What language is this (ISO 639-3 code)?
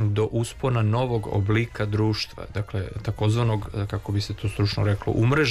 srp